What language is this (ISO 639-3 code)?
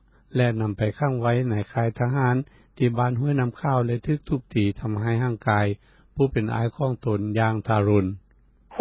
lao